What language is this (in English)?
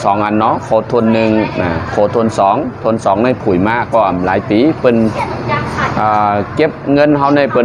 Shan